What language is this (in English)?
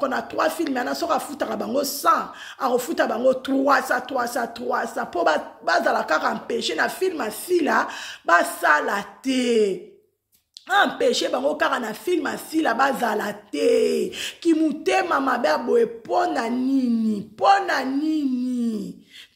Lingala